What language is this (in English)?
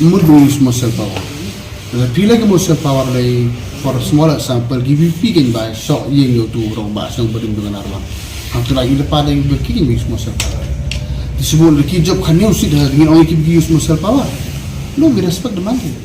Khasi